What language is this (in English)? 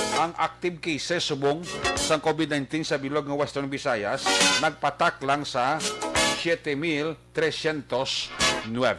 Hiligaynon